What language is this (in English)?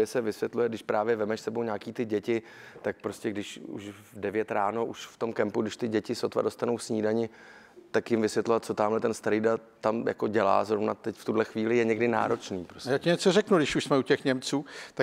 Czech